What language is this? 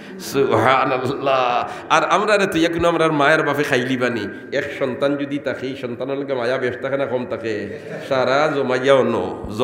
Sylheti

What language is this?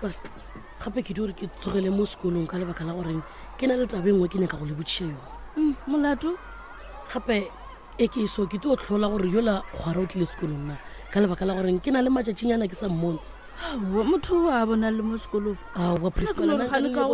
Northern Sotho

